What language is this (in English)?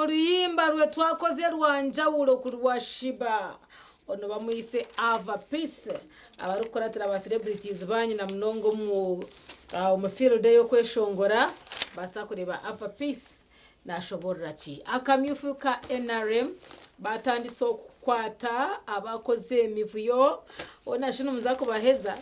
Nyankole